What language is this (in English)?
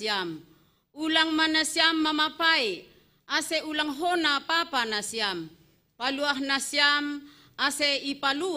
Batak Simalungun